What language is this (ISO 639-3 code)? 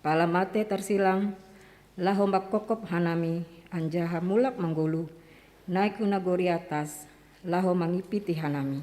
bts